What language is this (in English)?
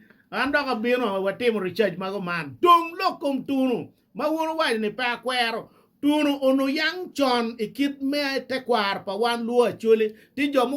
Acoli